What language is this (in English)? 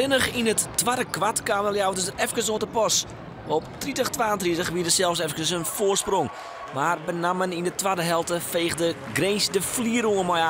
Western Frisian